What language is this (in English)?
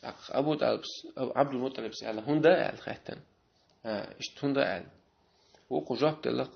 Chechen